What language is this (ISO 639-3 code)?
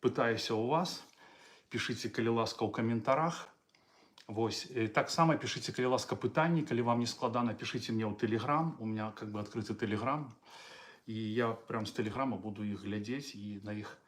bel